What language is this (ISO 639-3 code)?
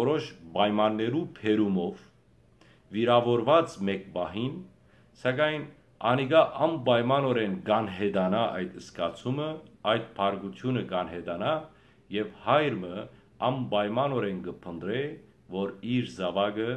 hyw